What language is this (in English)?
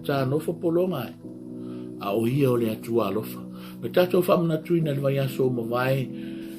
Samoan